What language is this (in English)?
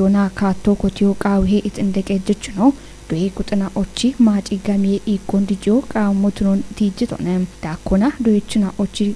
Kafa